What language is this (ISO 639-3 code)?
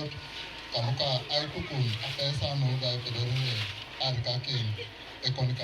teo